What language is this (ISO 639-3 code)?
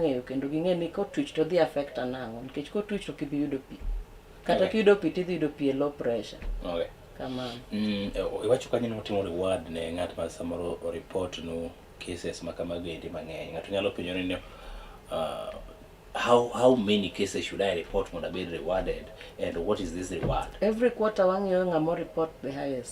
luo